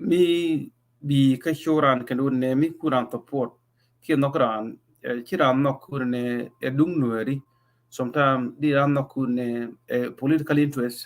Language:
Nuer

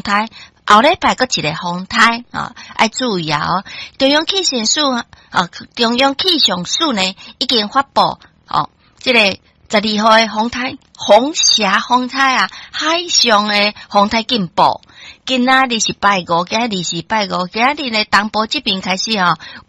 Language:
Min Nan Chinese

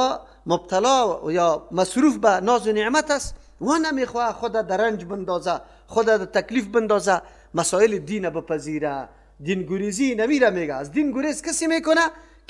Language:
Persian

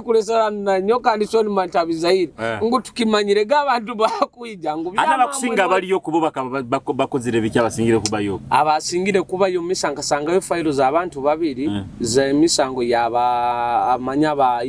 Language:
Nyoro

